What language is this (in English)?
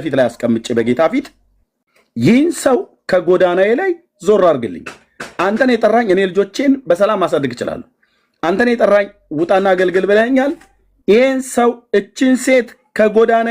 Amharic